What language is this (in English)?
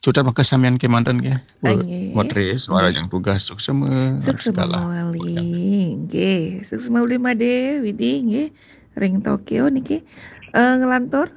Balinese